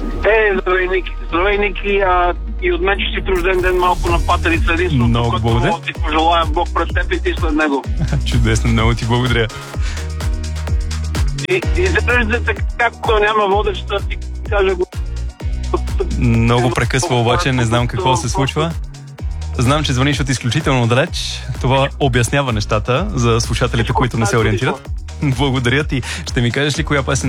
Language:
Bulgarian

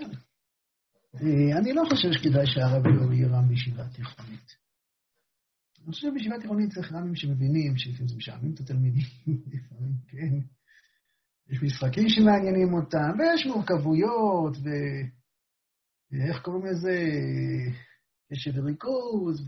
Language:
Hebrew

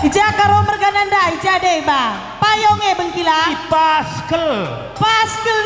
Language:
Batak Karo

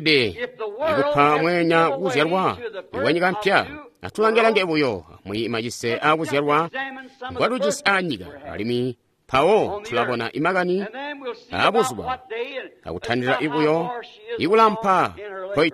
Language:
Tonga (Zambia)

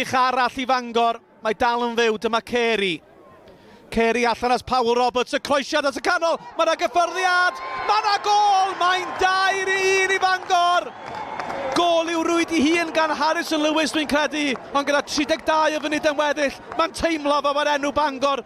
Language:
Welsh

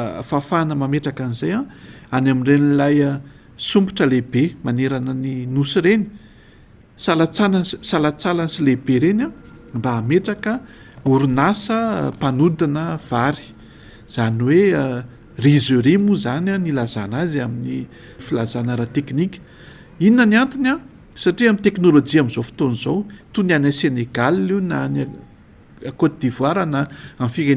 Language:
Malagasy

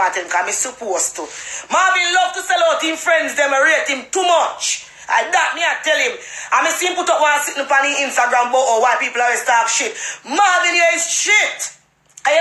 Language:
Jamaican Creole English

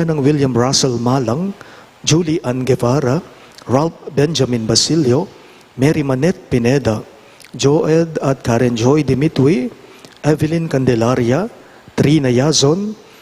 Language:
Pampanga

